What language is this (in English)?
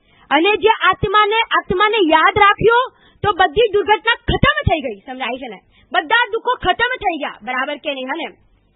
Gujarati